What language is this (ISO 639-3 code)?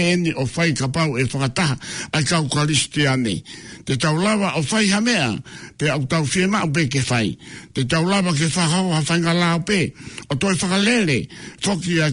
ton